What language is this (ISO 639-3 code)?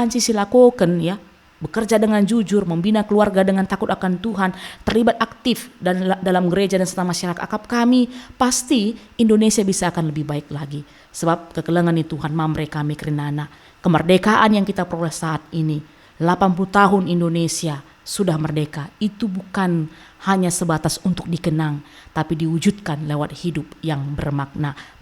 btx